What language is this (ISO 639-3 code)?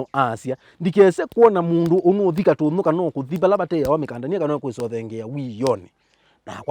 kam